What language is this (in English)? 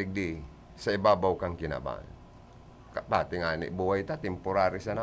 Bikol